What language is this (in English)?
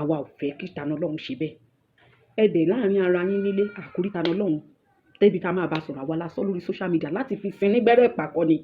Yoruba